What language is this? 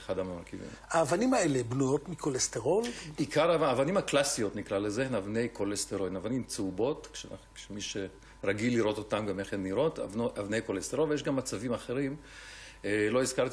Hebrew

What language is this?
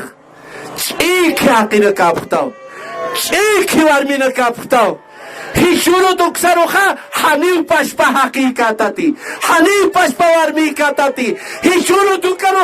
Aymara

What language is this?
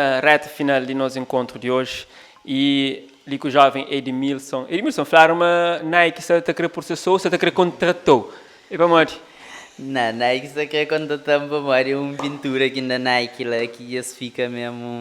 Kabuverdianu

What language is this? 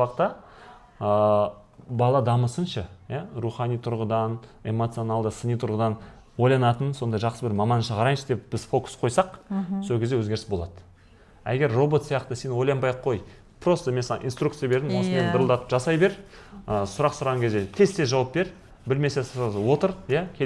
Kazakh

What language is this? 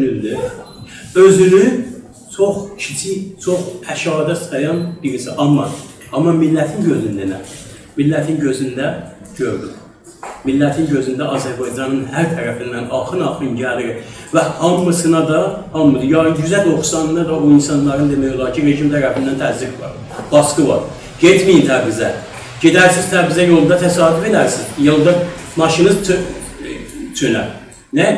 South Azerbaijani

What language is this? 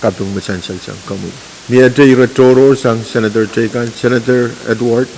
Pohnpeian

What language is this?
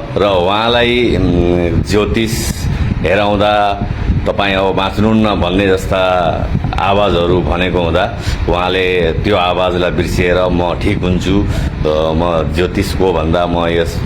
Nepali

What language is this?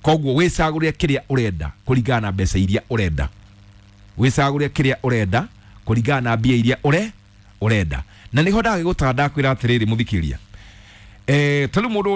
Kikuyu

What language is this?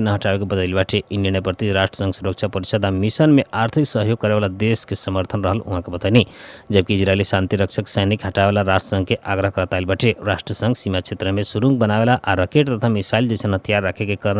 Bhojpuri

